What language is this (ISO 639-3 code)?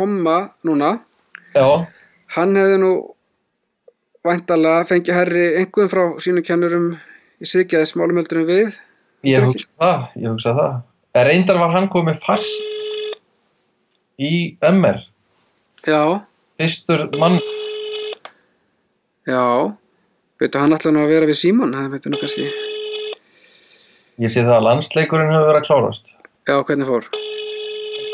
isl